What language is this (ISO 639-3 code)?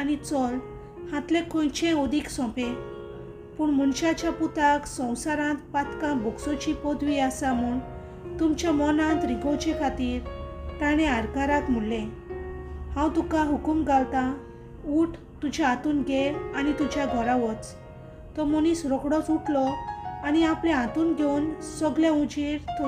kok